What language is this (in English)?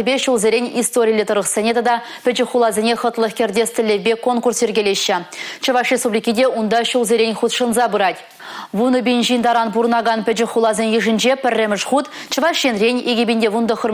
Chuvash